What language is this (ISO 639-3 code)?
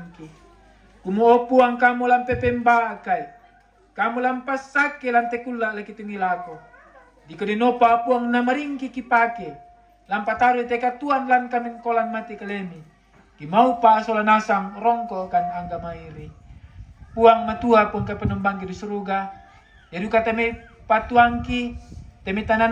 sda